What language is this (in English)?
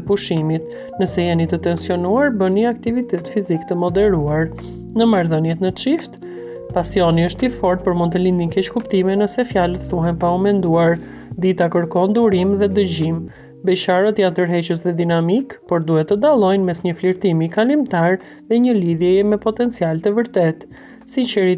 Albanian